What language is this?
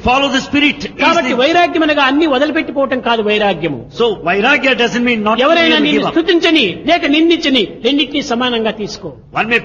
Telugu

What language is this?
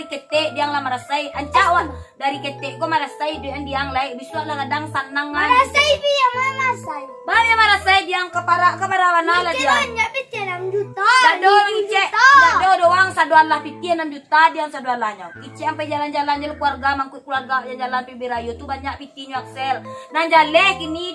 Minangkabau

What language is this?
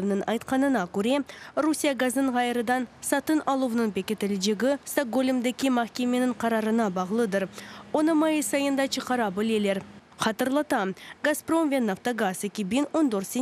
Crimean Tatar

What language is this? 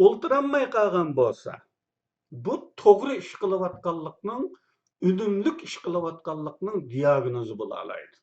Uyghur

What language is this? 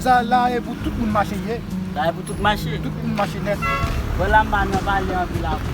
Haitian Creole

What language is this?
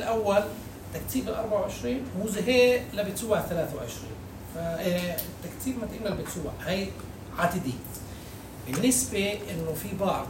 North Levantine Arabic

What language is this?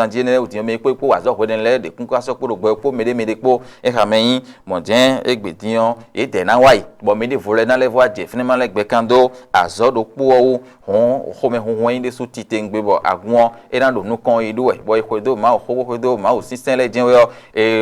Fon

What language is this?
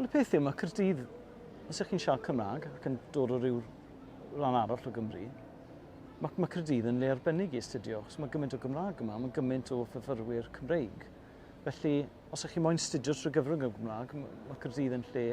Welsh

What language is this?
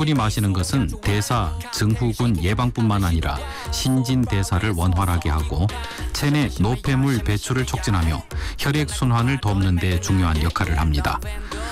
Korean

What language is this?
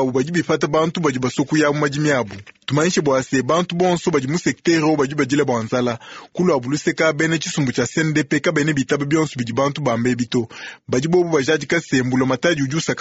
Luba-Lulua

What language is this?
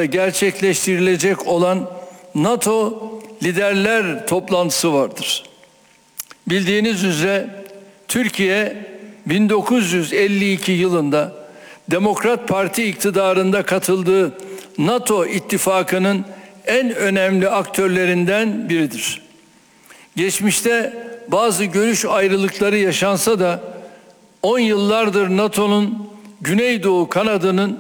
Turkish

